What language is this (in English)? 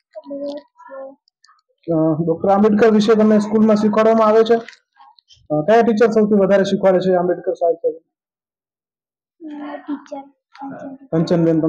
Gujarati